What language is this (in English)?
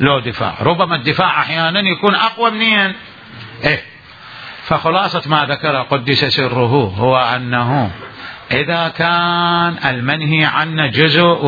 Mesopotamian Arabic